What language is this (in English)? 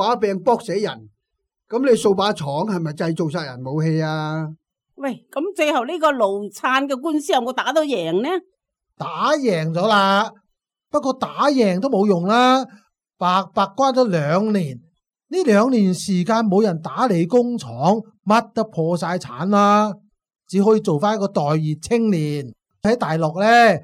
Cantonese